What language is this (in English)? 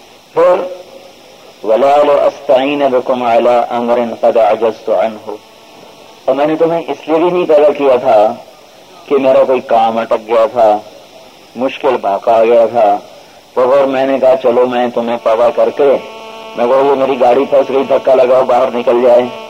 Urdu